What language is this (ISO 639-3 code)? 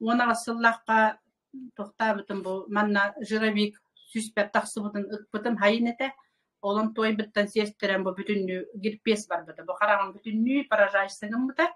sah